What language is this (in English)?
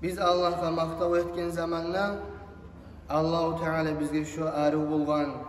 Kumyk